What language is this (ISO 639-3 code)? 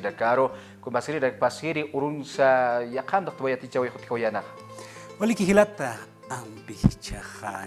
aym